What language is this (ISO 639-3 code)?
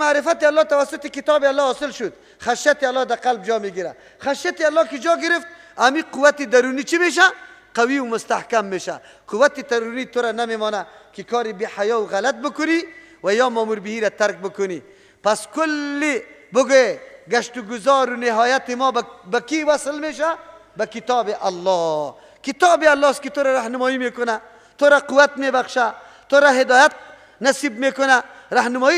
fas